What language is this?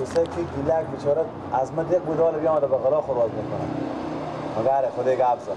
Persian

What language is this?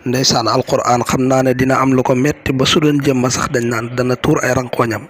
Wolof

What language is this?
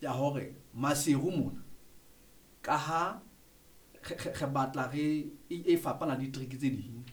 Southern Sotho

